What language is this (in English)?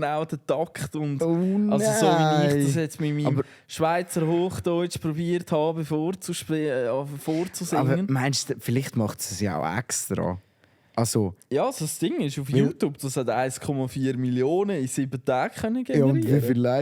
Swiss German